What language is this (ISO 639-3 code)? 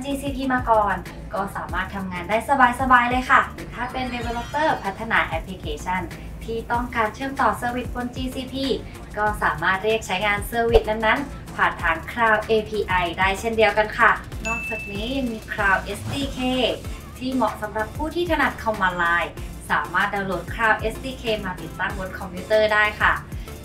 tha